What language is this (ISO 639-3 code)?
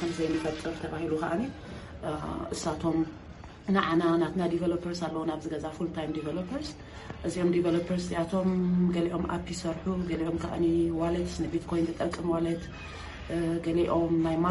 tir